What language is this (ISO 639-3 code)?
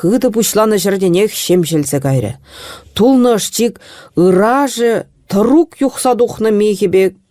chv